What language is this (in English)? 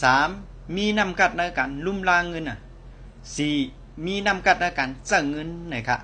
Shan